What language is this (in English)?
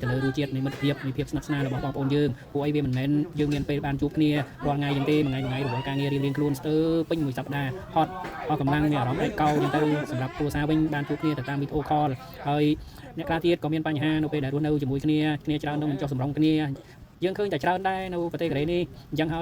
Khmer